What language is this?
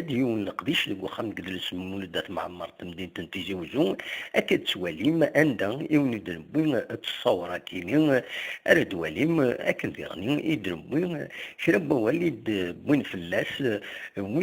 Kabyle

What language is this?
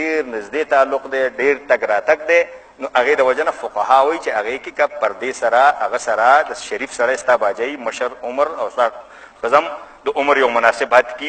Pashto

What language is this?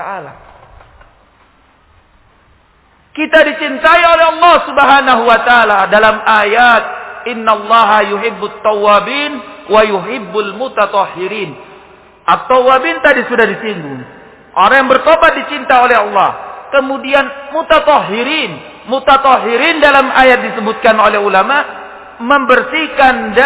Indonesian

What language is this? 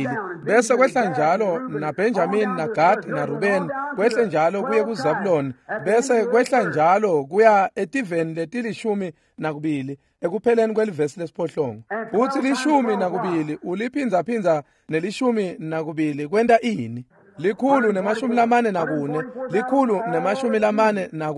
Swati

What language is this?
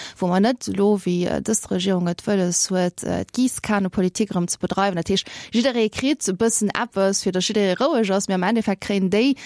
Luxembourgish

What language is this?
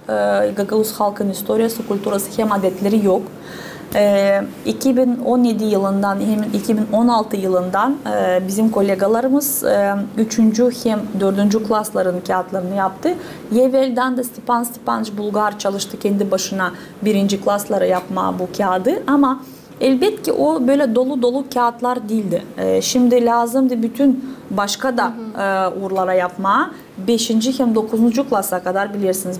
Gagauz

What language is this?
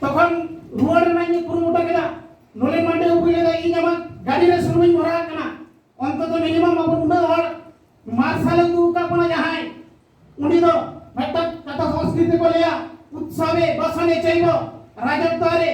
Santali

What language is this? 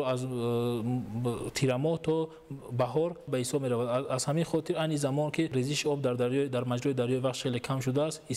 Tajik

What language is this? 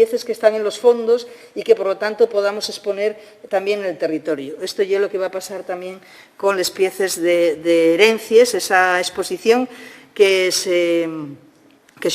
Asturian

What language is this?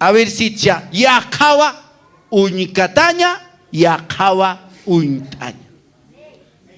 Aymara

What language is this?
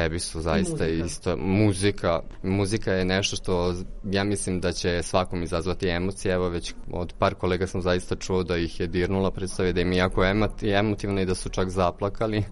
Serbian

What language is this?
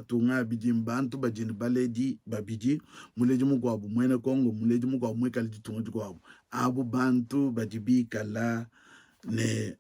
Luba-Lulua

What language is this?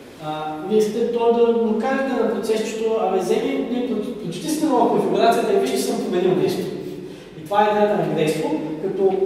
Bulgarian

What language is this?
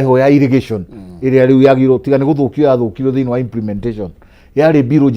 Kikuyu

